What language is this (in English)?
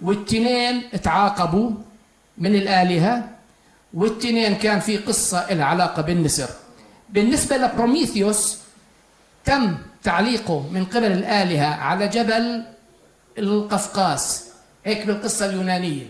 North Levantine Arabic